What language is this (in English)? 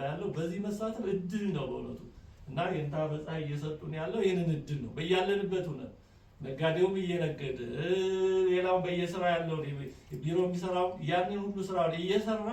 Amharic